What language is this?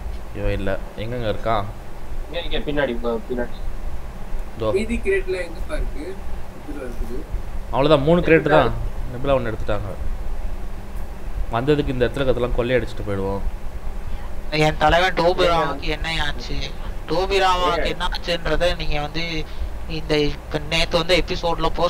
Tamil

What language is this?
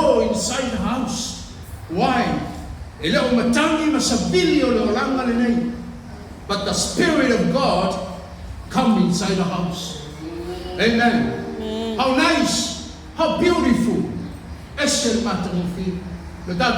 Samoan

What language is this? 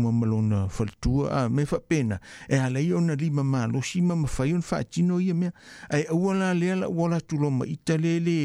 Samoan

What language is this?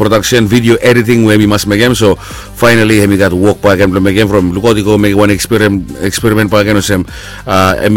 Bislama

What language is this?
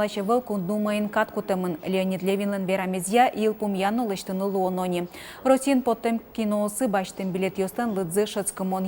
Udmurt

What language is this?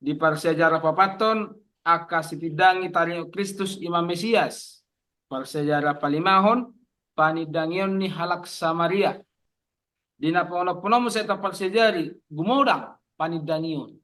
Batak Toba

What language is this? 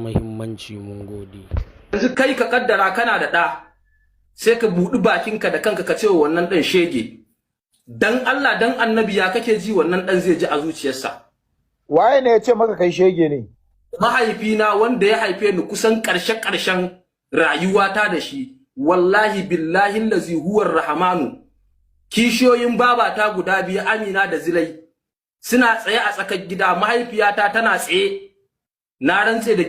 Hausa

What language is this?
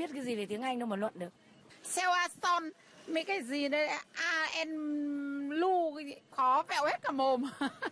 Vietnamese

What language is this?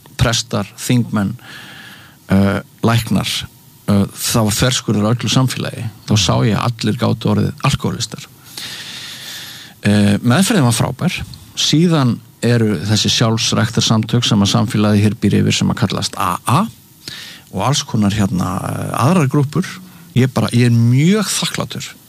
Icelandic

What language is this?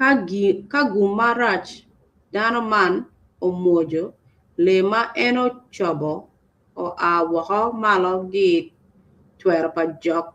Acoli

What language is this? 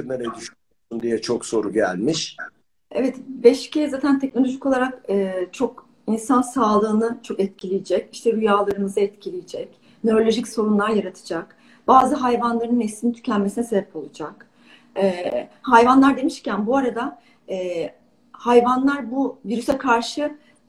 Turkish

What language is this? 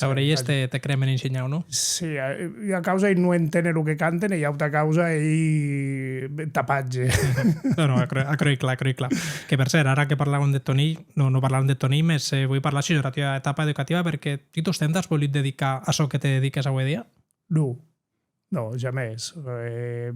Occitan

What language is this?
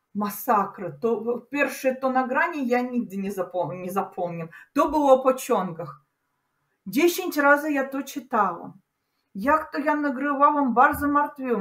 Polish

